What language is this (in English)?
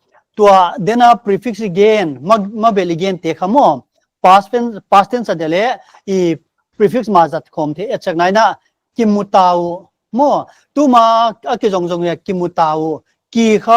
Paite Chin